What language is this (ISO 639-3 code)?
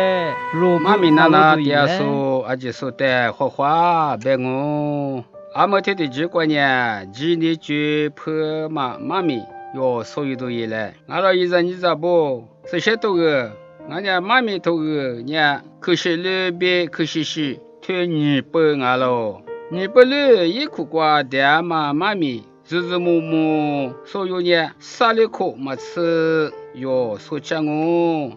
lis